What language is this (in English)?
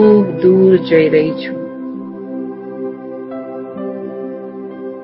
Gujarati